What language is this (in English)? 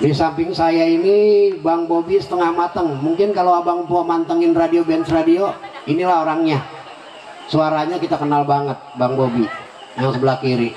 Betawi